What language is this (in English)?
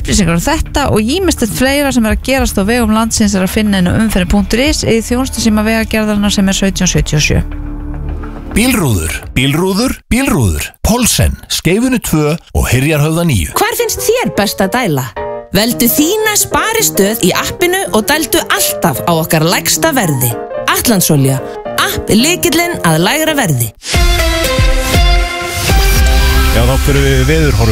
Icelandic